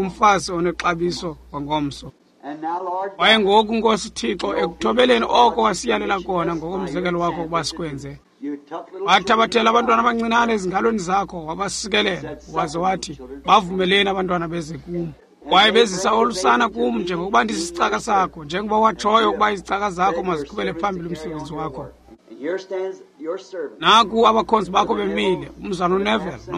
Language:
Xhosa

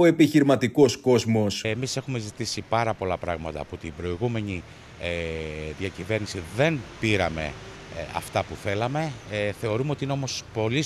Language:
Greek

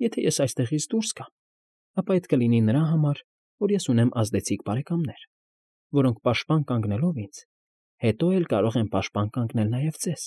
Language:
Armenian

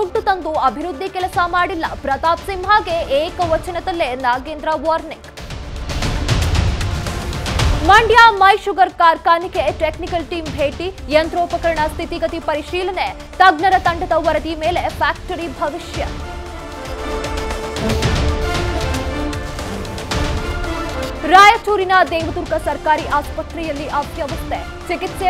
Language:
Kannada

